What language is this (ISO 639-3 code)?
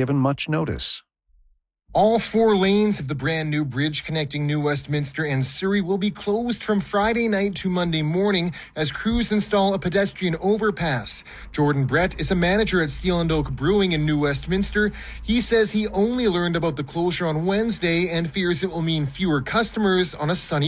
eng